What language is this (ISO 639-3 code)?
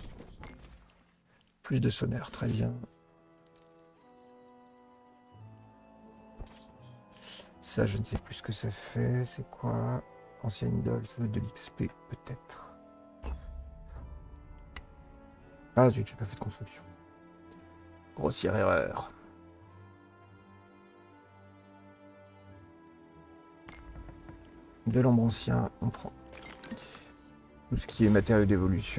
fra